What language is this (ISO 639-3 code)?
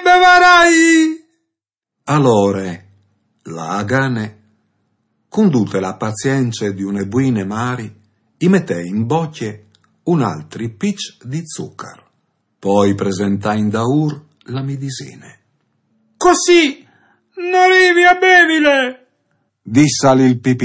fur